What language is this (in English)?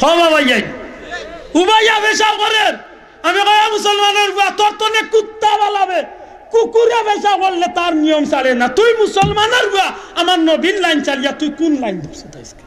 Sylheti